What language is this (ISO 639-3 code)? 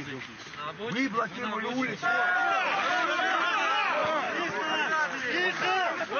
ukr